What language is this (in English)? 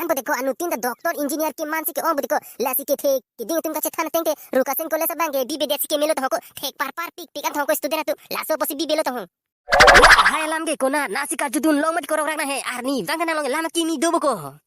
Karbi